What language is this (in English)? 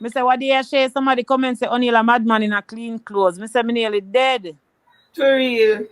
Jamaican Creole English